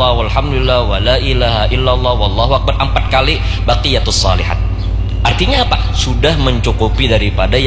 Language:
Banjar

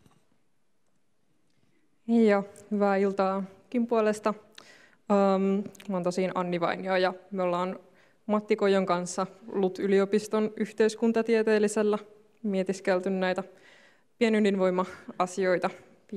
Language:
Finnish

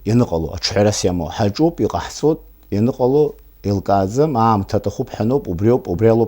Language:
Abkhazian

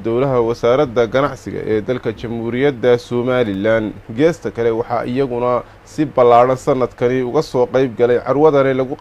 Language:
Somali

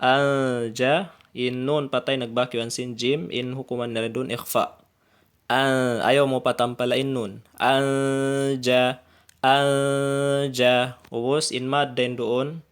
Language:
Tausug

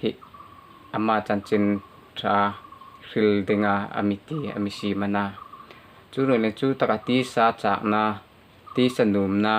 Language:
Hmar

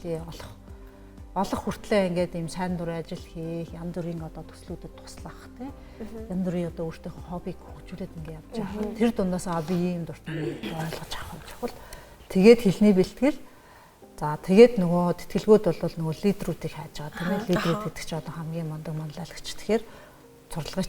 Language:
Mongolian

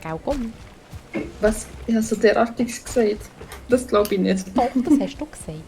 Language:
Swiss German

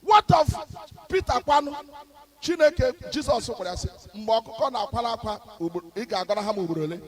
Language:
Igbo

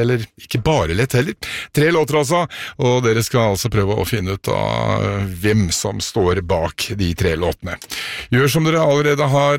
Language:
Norwegian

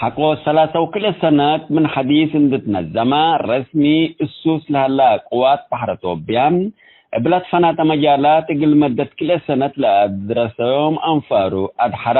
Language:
Tigre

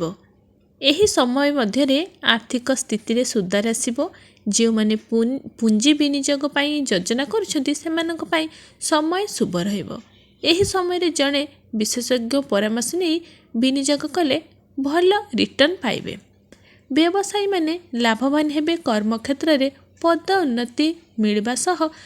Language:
Odia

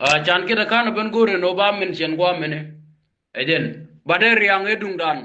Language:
Nuer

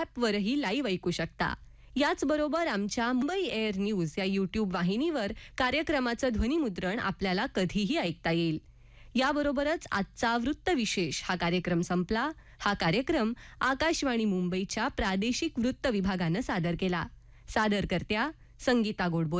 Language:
Marathi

